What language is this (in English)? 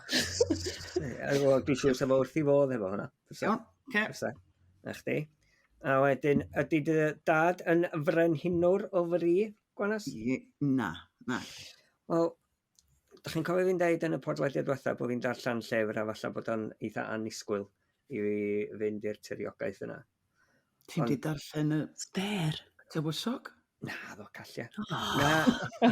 Welsh